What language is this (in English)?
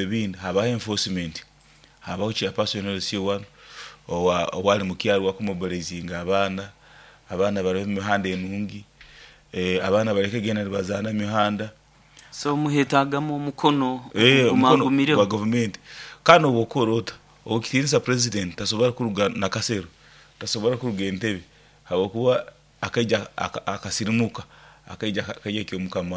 Nyoro